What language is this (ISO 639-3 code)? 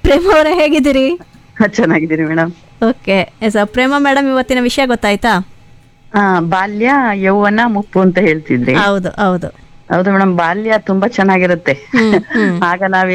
kan